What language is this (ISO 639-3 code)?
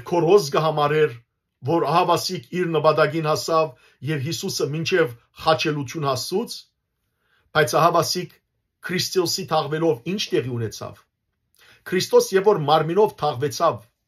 hyw